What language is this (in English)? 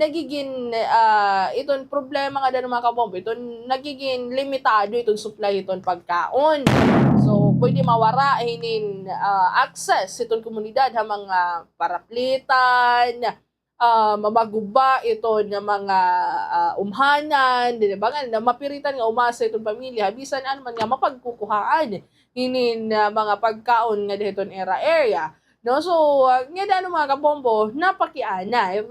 Waray